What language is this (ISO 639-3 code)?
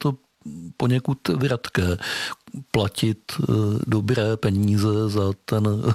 ces